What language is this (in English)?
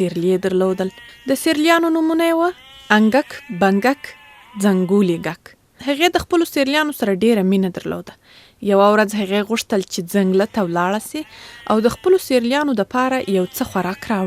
Pashto